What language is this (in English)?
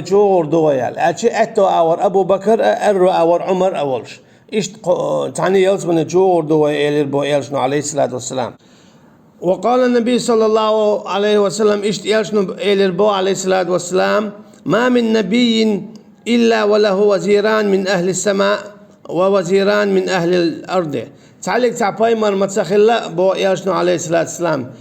Chechen